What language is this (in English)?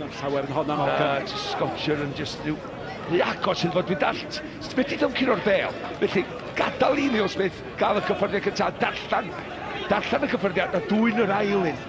Welsh